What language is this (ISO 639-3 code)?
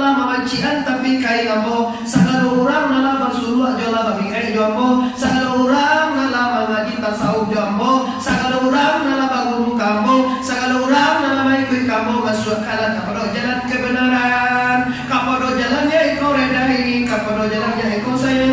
min